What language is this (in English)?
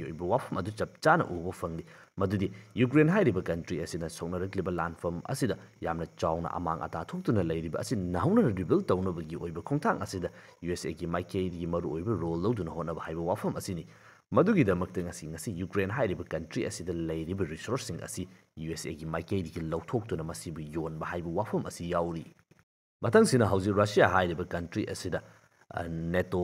Manipuri